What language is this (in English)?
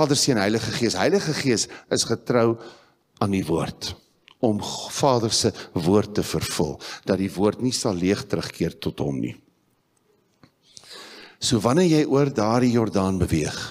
Afrikaans